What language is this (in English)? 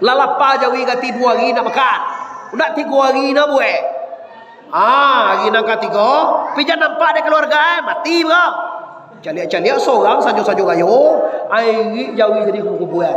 Minangkabau